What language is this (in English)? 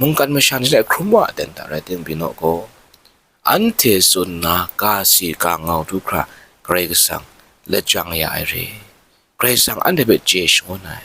Kachin